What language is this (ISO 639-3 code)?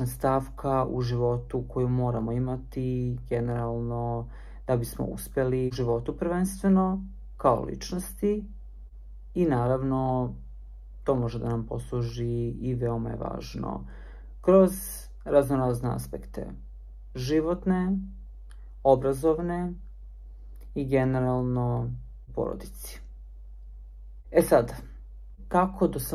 srp